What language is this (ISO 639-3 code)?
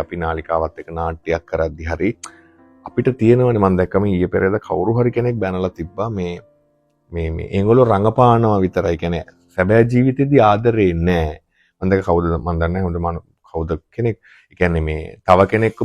sin